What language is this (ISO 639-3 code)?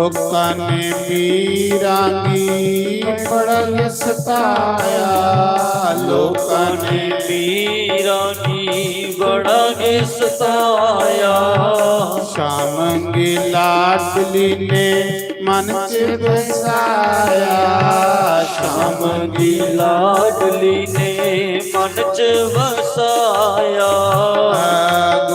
doi